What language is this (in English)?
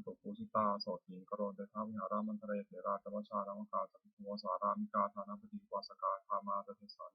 Pali